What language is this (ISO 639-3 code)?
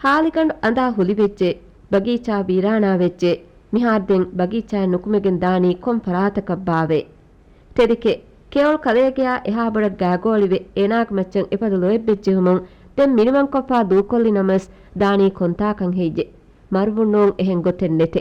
div